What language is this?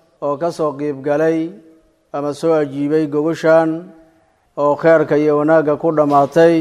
Somali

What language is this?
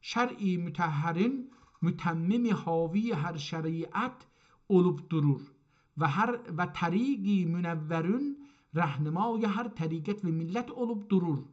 South Azerbaijani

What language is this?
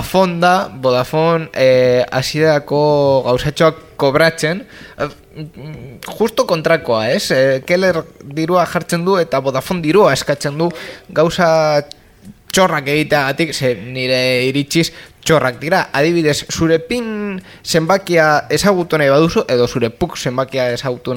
Basque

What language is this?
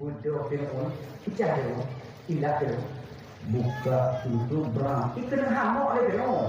Achinese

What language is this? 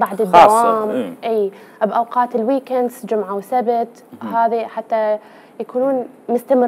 Mesopotamian Arabic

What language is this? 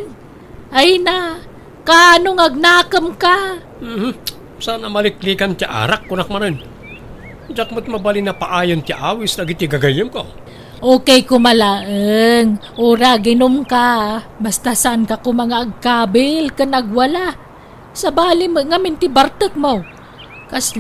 Iloko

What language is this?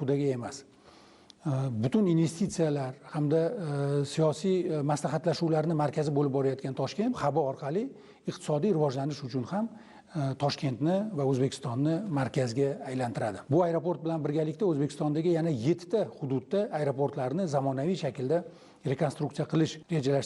Uzbek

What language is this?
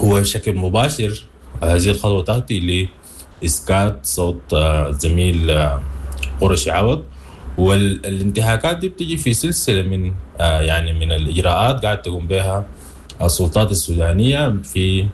Sudanese Arabic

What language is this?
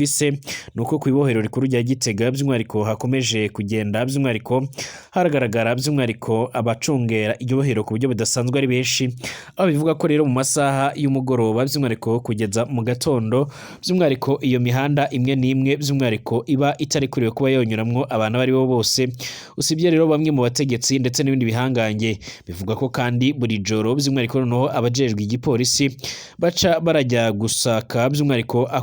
Rundi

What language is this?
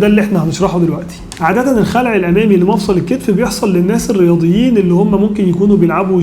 Egyptian Arabic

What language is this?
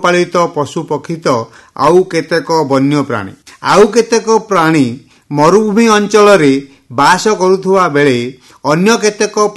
Odia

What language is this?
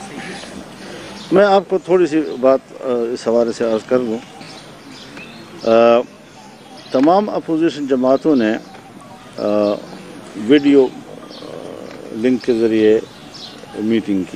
Urdu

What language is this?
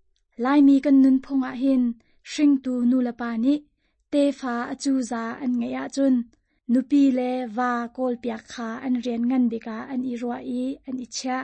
Hakha Chin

